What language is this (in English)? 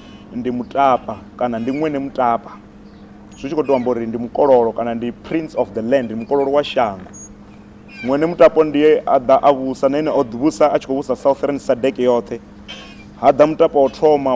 Venda